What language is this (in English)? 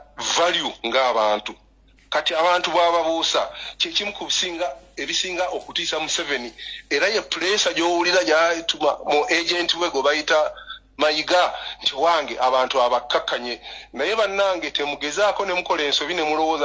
Ganda